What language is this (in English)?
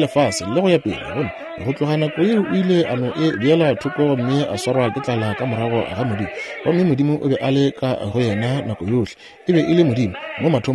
Northern Sotho